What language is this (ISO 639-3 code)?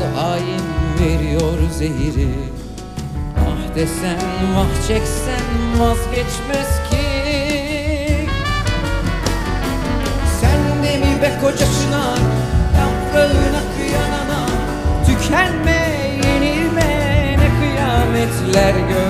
tur